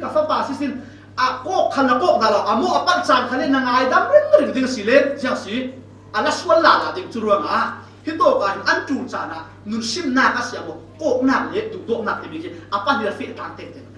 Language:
Falam Chin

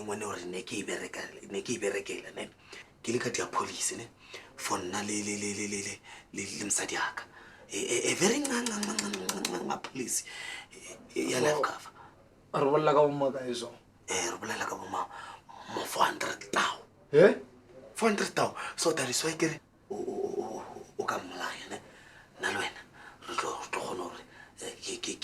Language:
Northern Sotho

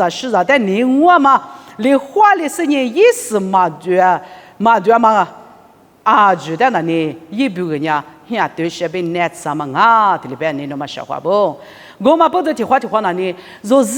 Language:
Lisu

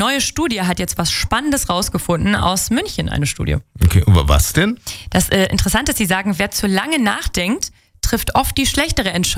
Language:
German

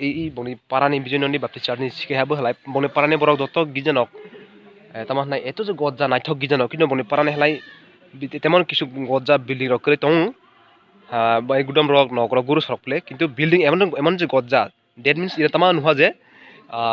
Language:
Kok Borok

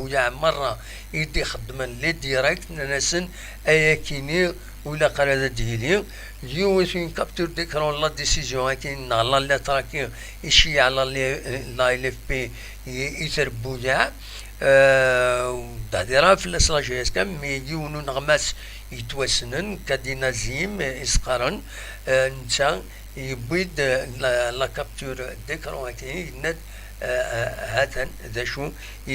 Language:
Kabyle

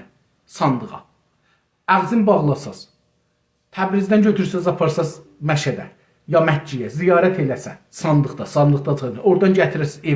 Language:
South Azerbaijani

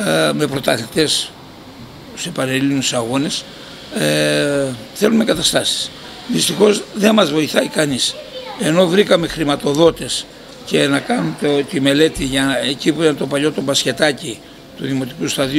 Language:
Greek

